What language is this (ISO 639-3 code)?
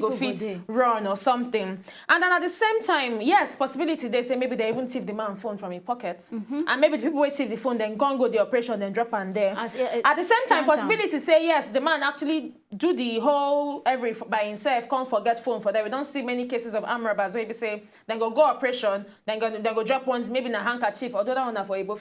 pcm